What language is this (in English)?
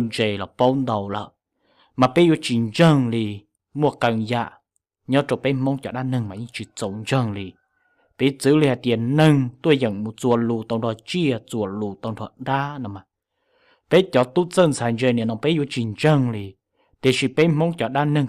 Hmong